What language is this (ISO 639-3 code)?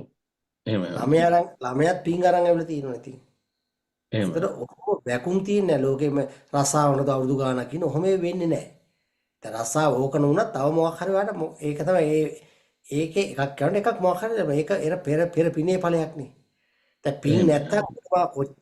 sin